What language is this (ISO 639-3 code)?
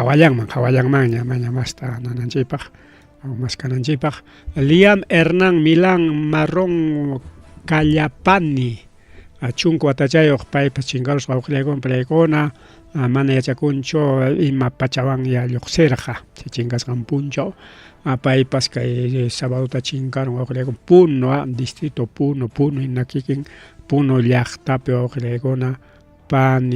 quy